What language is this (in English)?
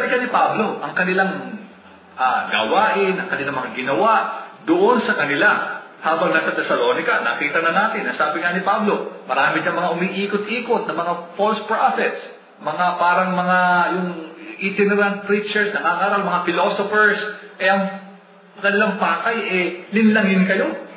Filipino